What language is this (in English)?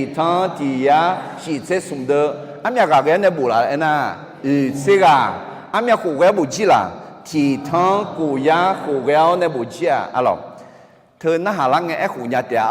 Akha